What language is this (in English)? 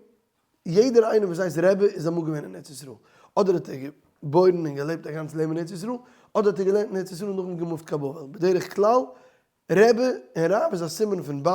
Yiddish